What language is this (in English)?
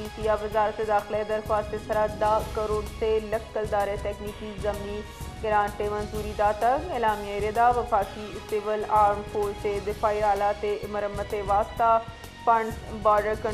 Baluchi